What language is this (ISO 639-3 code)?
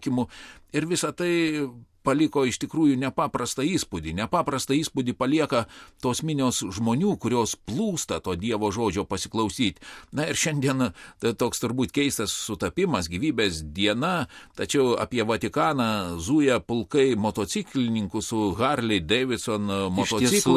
lit